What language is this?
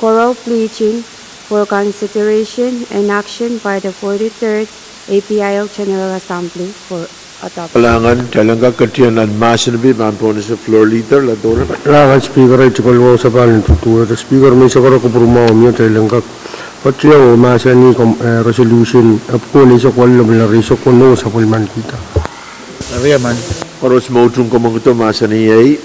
Pohnpeian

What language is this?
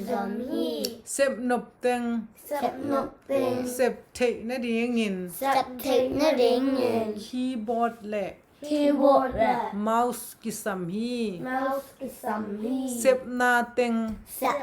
Tedim Chin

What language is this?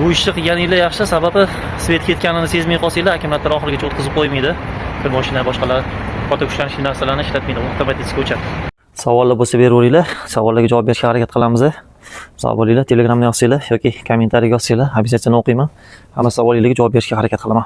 Uzbek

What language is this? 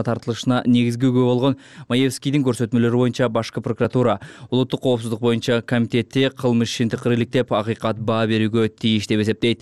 Kyrgyz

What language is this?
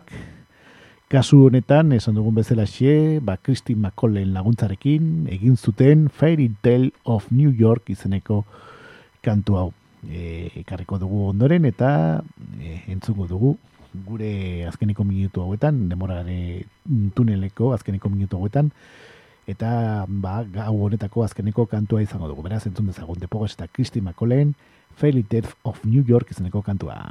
Basque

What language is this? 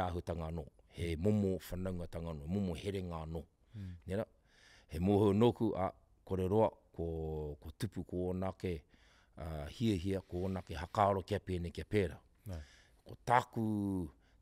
Māori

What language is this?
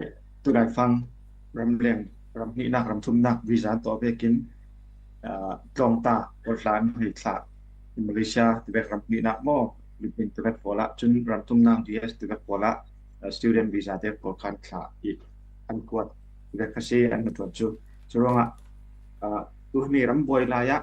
Falam Chin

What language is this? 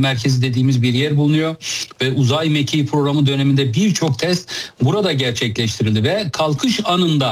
Turkish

